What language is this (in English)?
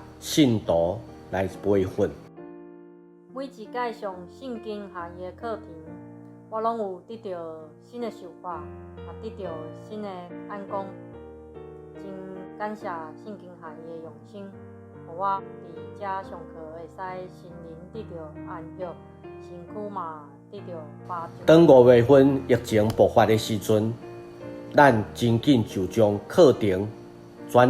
Min Nan Chinese